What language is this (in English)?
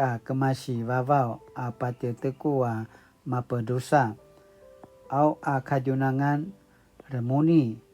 Paiwan